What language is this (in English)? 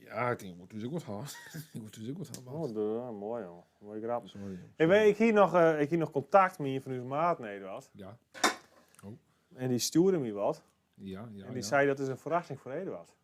Western Frisian